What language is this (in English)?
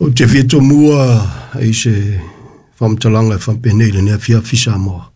Samoan